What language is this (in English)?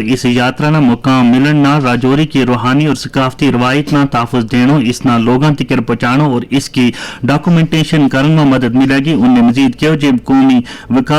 Gujari